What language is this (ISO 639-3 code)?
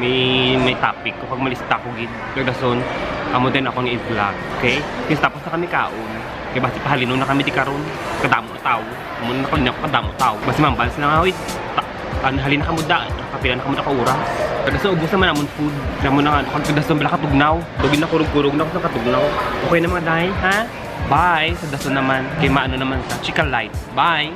hil